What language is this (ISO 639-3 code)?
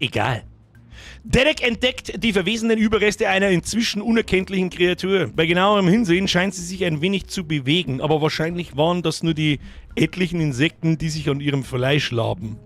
bar